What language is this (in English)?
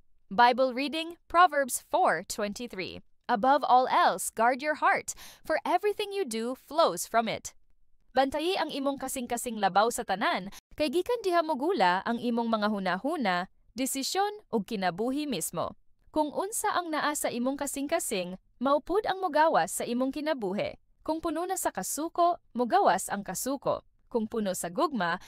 Cebuano